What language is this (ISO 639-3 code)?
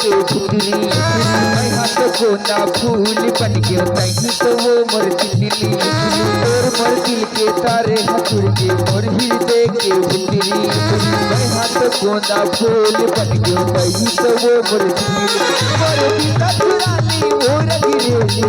hne